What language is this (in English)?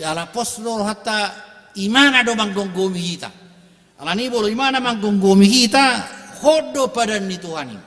Batak Toba